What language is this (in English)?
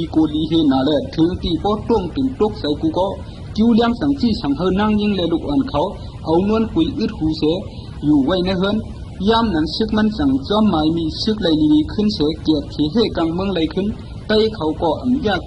Shan